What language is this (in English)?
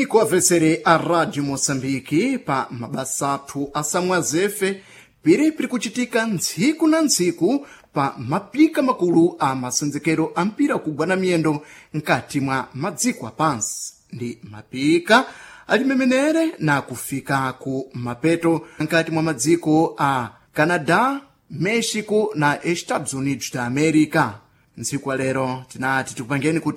Sena